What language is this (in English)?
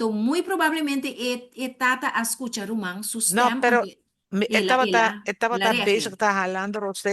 Papiamento